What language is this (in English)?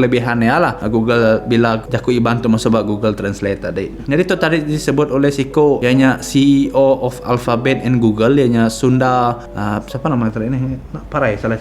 Iban